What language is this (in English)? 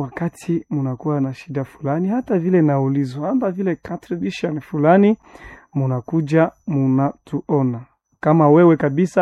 Swahili